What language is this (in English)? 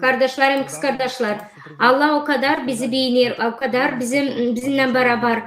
Gagauz